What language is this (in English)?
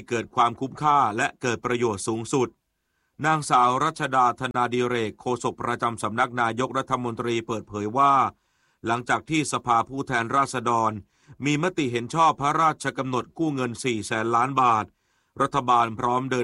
Thai